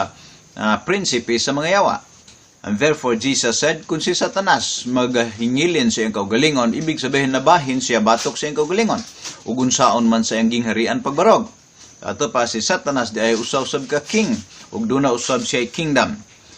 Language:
Cebuano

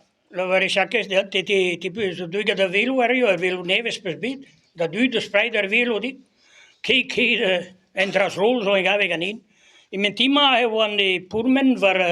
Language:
Breton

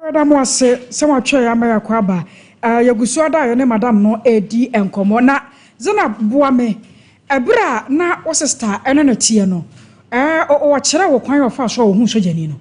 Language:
Akan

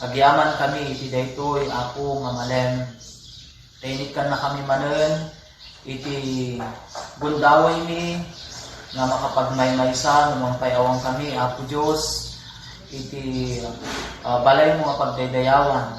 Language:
Iloko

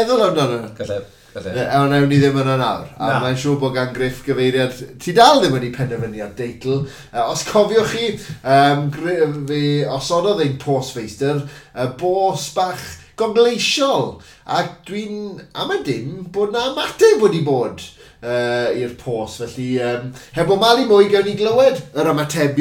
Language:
Welsh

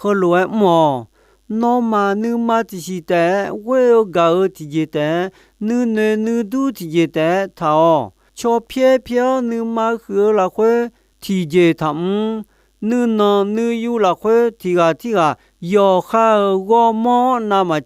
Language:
Akha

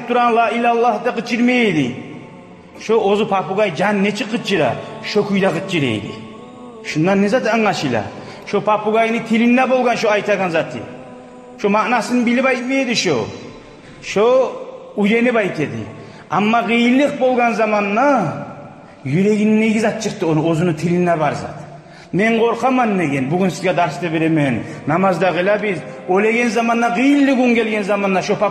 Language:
Kumyk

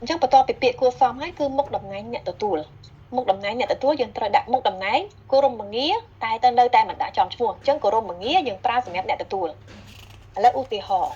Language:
Khmer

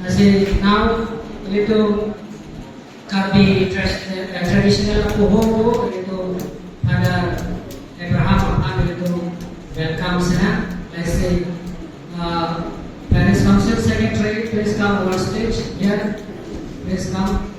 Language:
Karbi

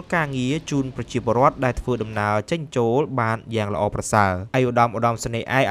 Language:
Khmer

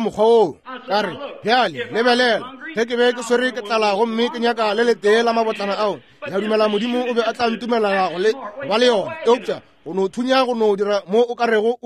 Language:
Northern Sotho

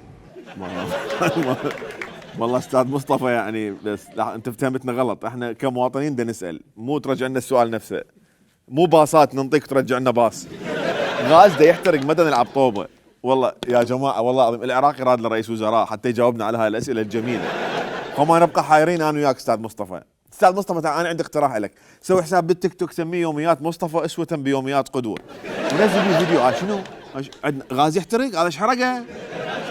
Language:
Mesopotamian Arabic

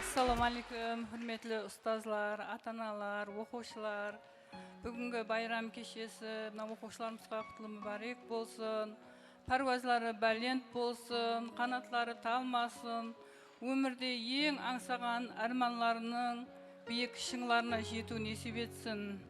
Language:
Kara-Kalpak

